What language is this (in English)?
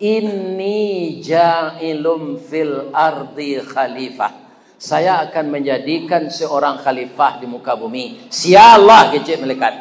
Minangkabau